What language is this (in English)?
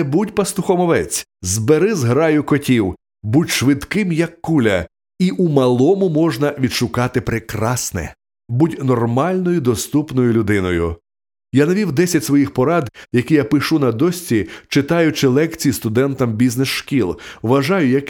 Ukrainian